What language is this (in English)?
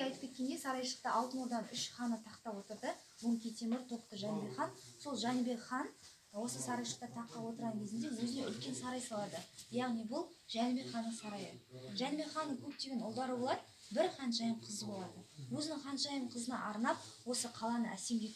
Kazakh